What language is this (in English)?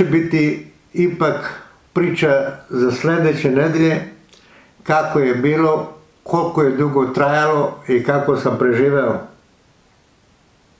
Serbian